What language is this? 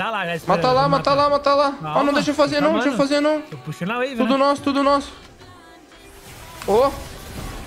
Portuguese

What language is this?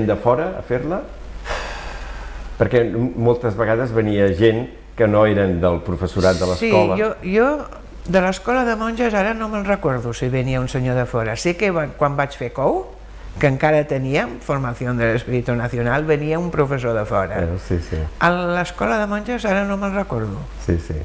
Catalan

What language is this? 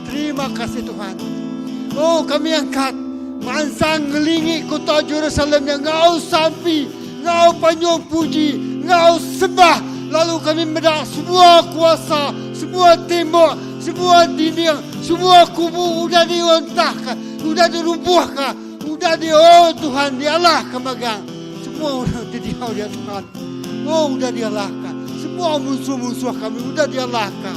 Iban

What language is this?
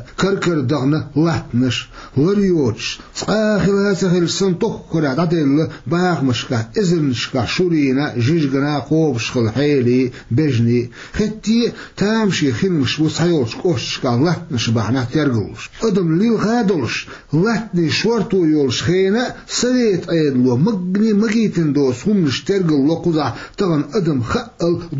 Chechen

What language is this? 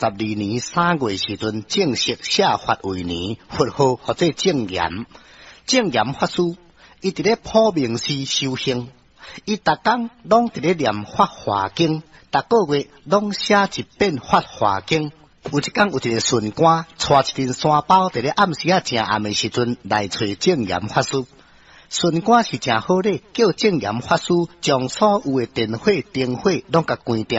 Min Nan Chinese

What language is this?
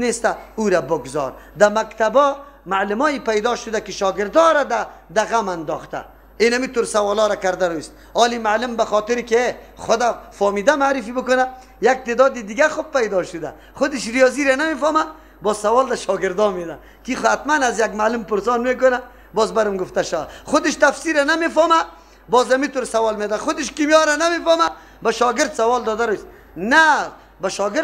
Persian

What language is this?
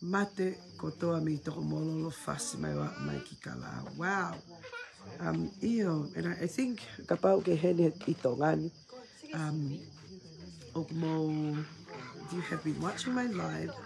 Tongan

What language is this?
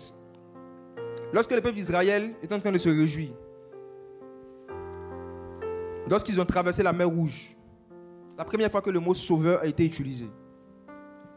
French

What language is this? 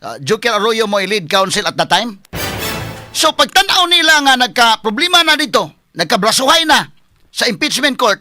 Cebuano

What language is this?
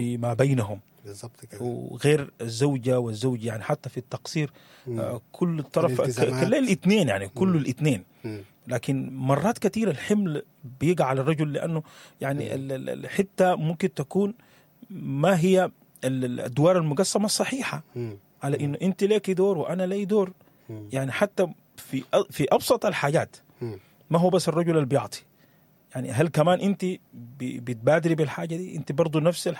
Sudanese Arabic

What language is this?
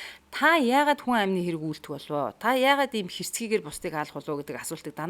Mongolian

